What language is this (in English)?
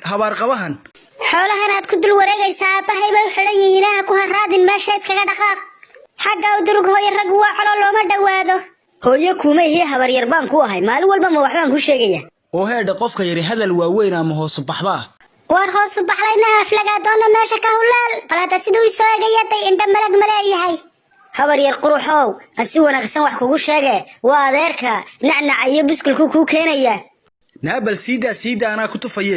Somali